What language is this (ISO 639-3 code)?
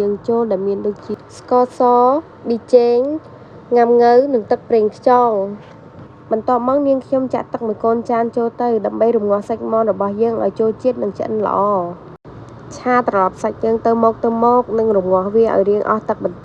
khm